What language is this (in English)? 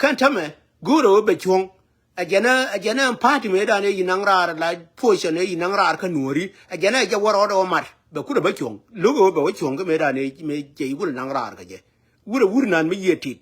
Nuer